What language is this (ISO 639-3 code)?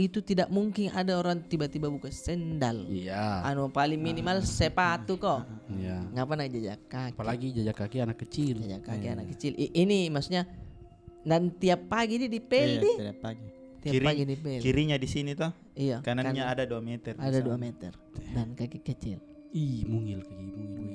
mfp